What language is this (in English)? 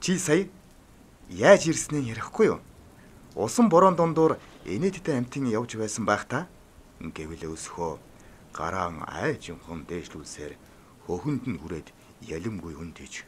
Mongolian